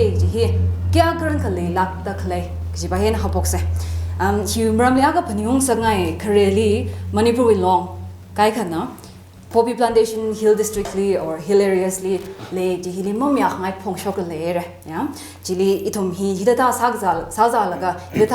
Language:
Tangkhul Naga (India)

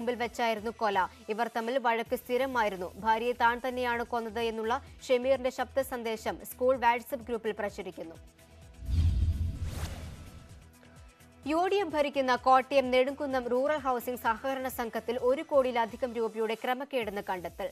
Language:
Malayalam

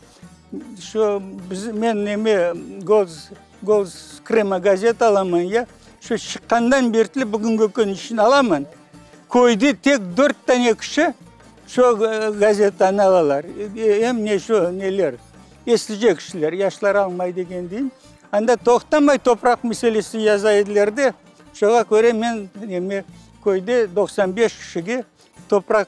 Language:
Crimean Tatar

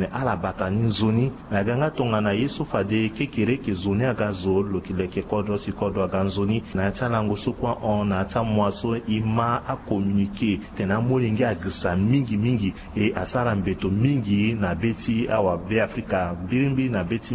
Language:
Sango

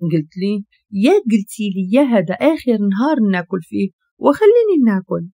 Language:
Moroccan Arabic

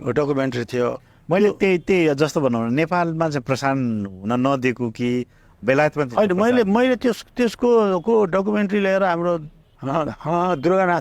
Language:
Nepali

